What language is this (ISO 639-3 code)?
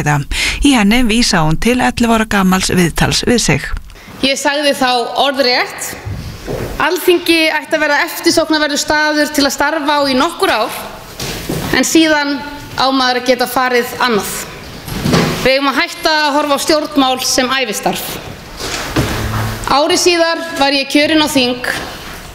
isl